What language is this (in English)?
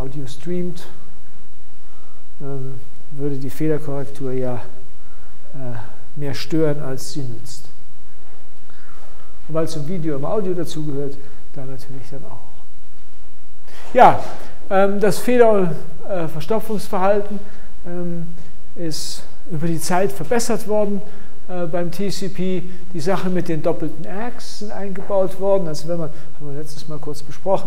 German